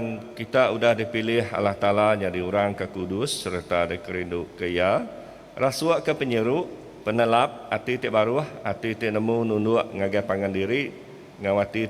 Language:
Iban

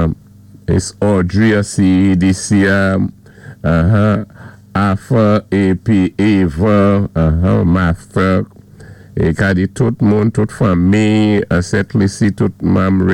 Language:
Saint Lucian Creole French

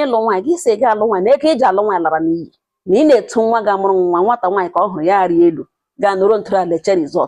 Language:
Igbo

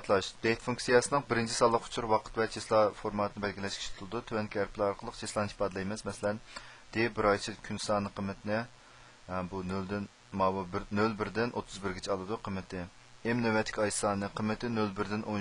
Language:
Uyghur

